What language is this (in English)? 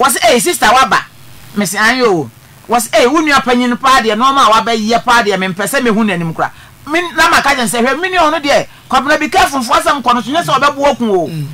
Akan